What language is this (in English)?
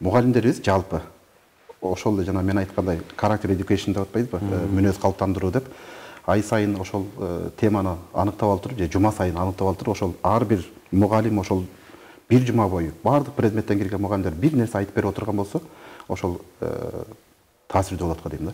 Kyrgyz